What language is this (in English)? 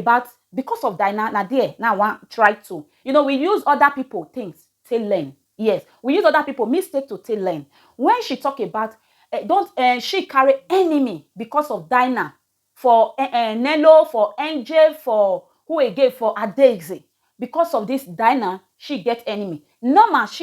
Nigerian Pidgin